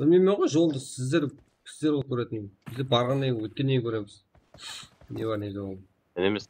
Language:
Kara-Kalpak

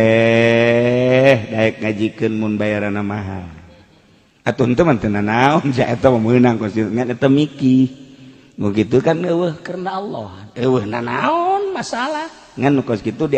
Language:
Sundanese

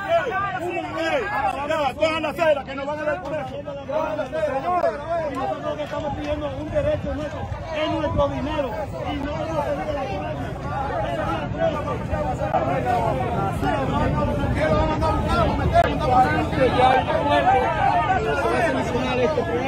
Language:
Spanish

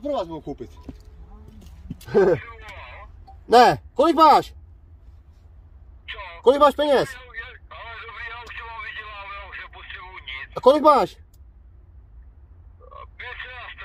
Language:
Czech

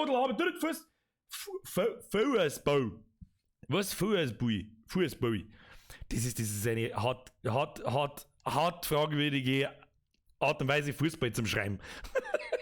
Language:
Bavarian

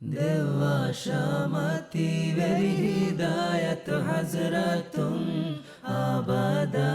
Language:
Divehi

